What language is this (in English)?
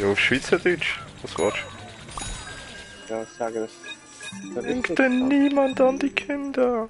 Swiss German